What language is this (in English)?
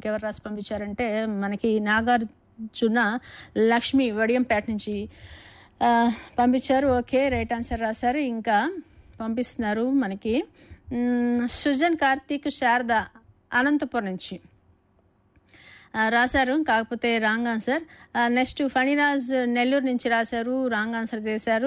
Telugu